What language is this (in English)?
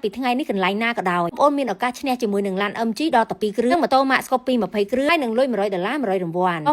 Khmer